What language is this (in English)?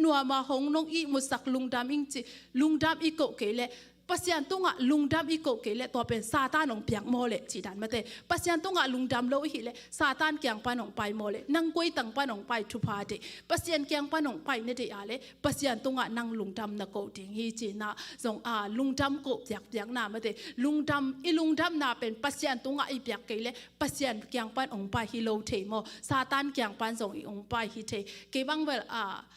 Tedim Chin